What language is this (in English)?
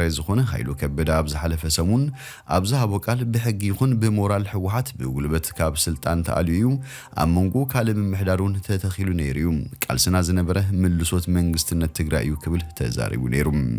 Tigrinya